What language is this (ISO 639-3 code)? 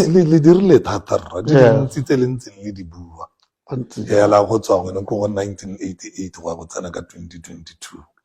tsn